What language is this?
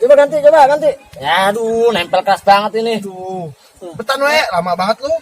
Betawi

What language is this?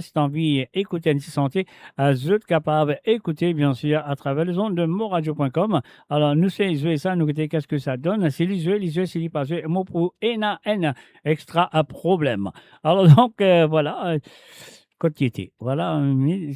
Morisyen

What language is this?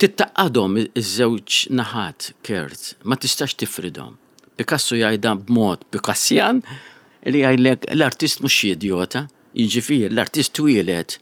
Maltese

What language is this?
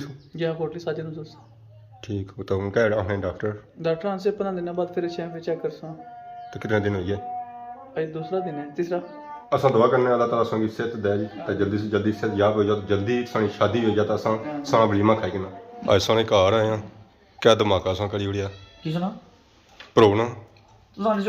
Pahari-Potwari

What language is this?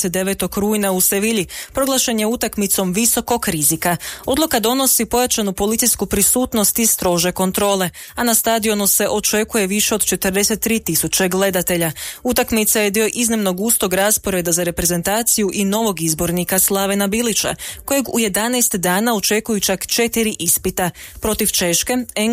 Croatian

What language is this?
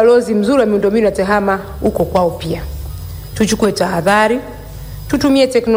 Swahili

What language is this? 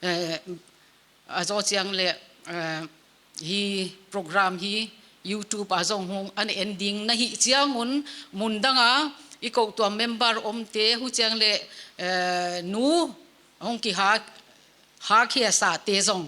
Paite Chin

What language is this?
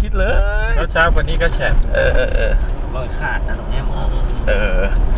Thai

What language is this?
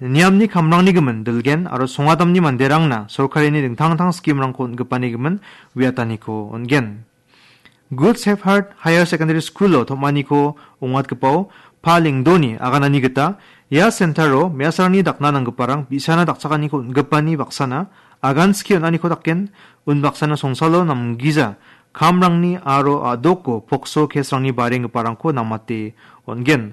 Garo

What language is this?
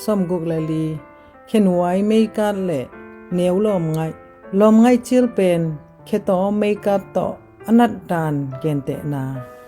Tedim Chin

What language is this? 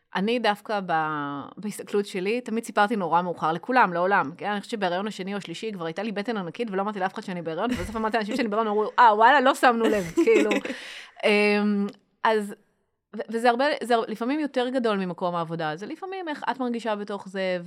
Hebrew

